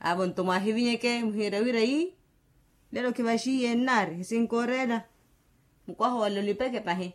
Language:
Makhuwa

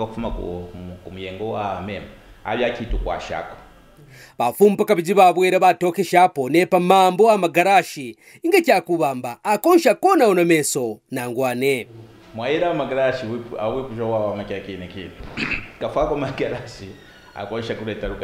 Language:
Kaonde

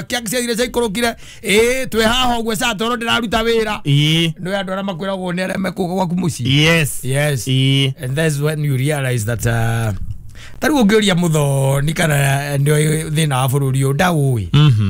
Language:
Kikuyu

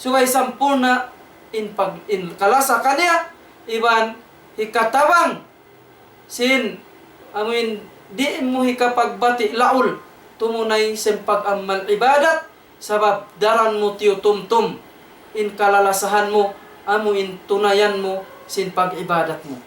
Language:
Tausug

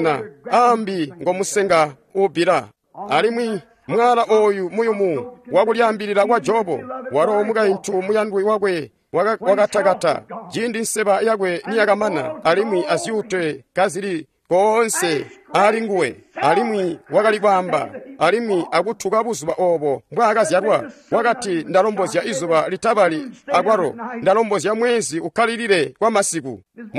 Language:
Tonga (Zambia)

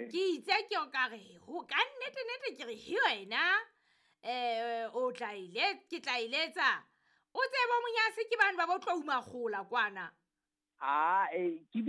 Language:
Southern Sotho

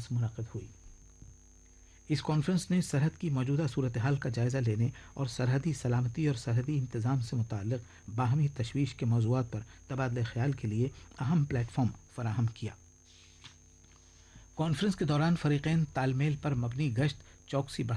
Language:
Urdu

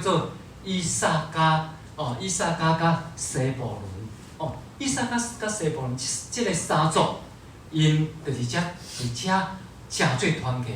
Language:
Min Nan Chinese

